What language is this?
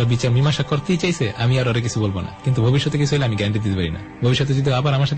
Bangla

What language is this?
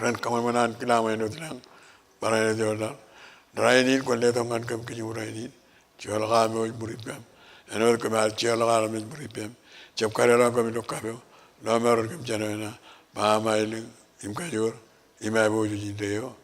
Marshallese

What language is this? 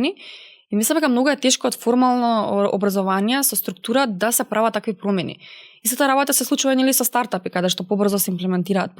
Macedonian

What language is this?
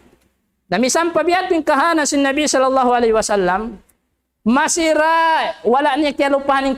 Tausug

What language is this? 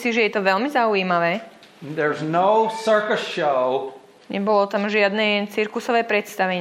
Slovak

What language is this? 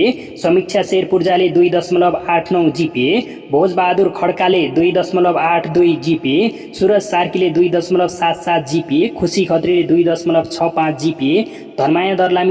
Nepali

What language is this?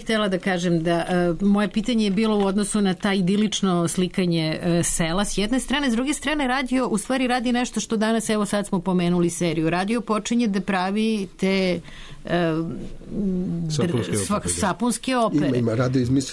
Serbian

